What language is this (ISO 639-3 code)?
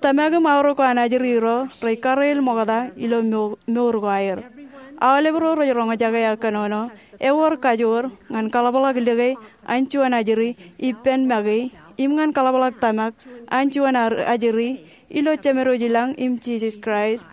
mah